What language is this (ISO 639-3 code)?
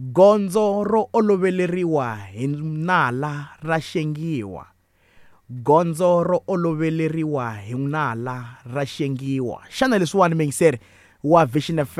tso